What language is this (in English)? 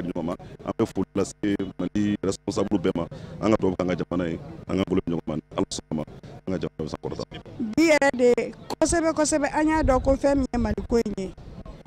Bambara